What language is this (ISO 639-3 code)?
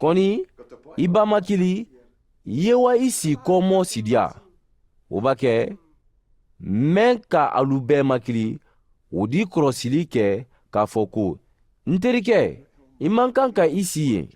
man